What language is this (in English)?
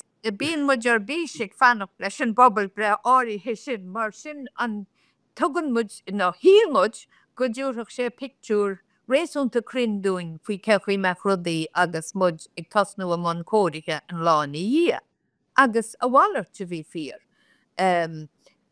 Irish